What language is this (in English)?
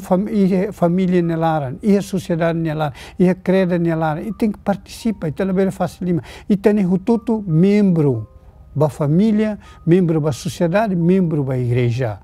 Tetum